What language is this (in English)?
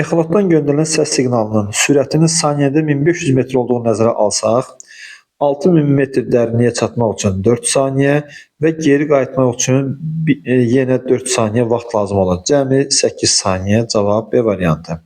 Azerbaijani